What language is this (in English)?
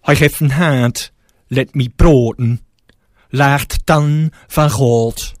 Gronings